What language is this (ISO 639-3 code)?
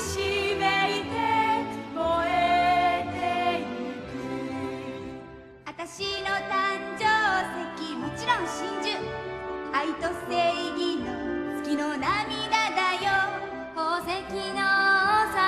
jpn